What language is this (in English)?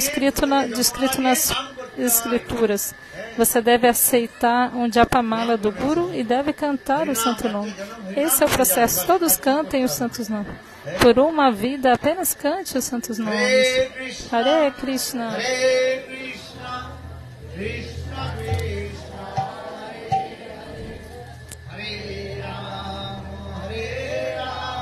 Portuguese